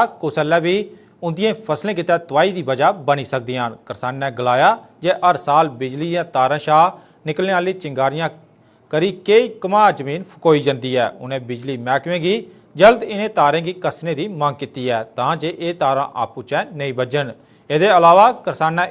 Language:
Dogri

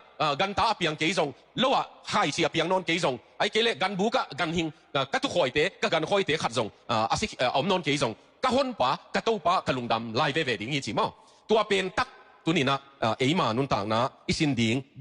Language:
Tedim Chin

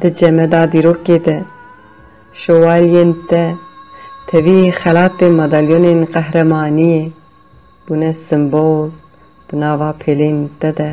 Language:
Kurdish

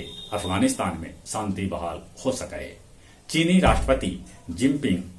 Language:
Magahi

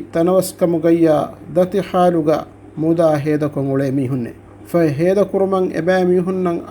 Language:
Divehi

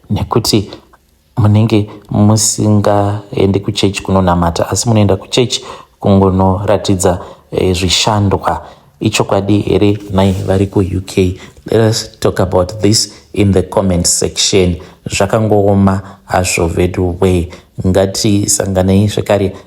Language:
Shona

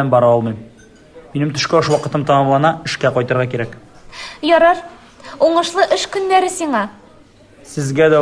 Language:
Tatar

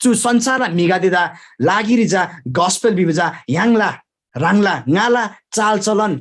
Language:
Eastern Tamang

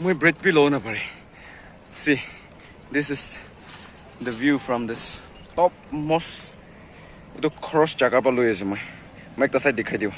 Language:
Naga Pidgin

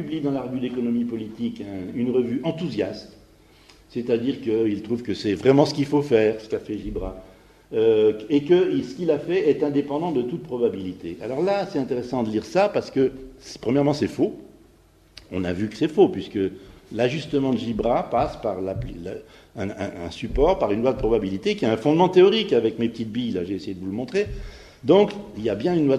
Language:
French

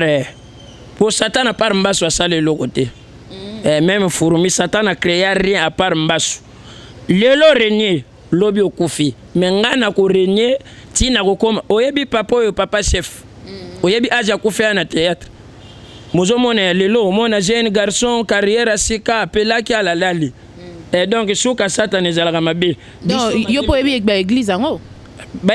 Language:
Lingala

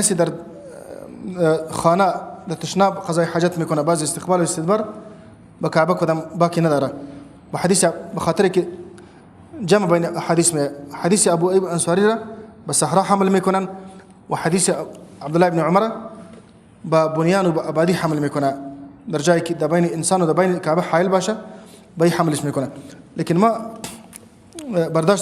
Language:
Persian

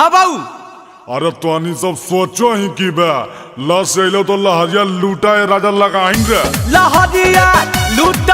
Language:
Magahi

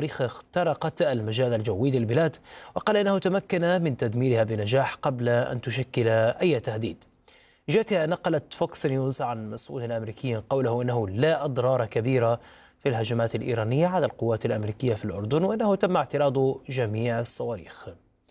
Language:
Arabic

